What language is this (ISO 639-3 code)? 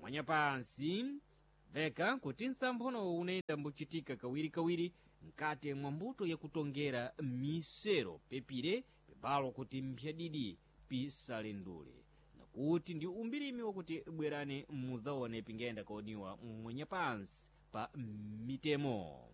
seh